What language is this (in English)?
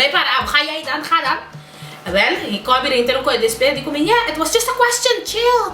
Papiamento